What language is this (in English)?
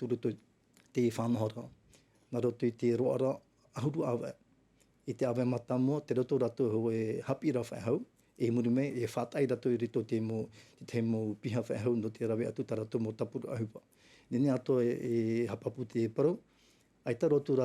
Tahitian